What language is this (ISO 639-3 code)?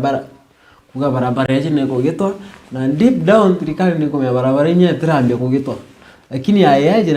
mer